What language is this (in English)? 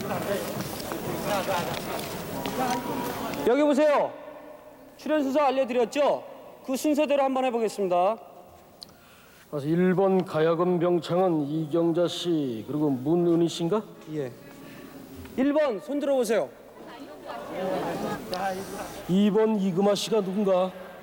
Korean